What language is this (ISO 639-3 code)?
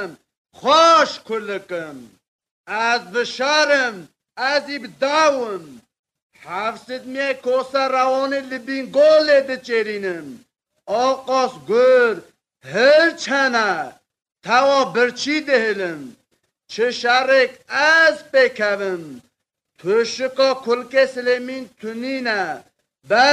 kur